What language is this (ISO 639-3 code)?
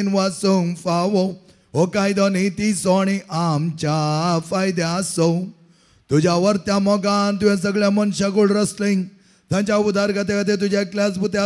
kok